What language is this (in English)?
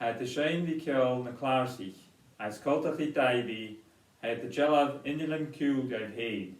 Scottish Gaelic